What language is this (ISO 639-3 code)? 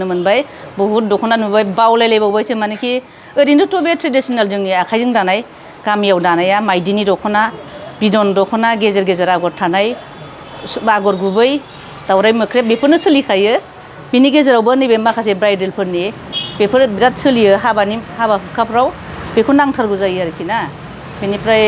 brx